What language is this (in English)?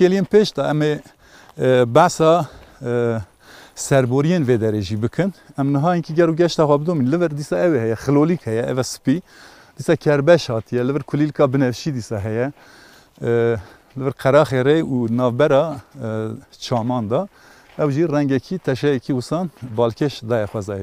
Kurdish